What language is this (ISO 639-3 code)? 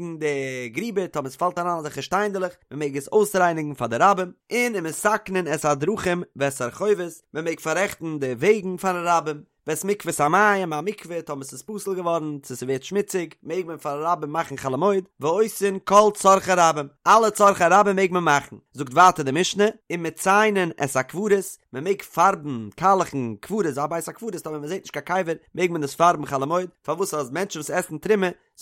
yid